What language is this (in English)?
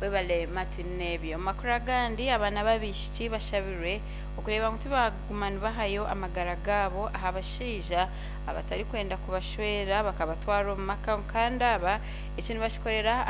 Nyankole